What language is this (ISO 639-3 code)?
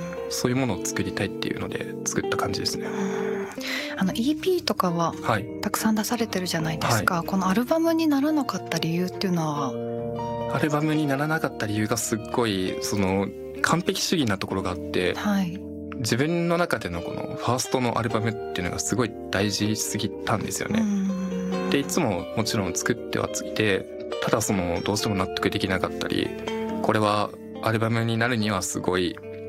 jpn